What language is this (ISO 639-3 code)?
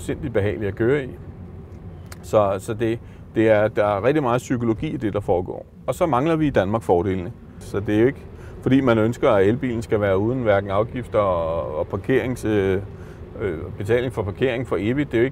dan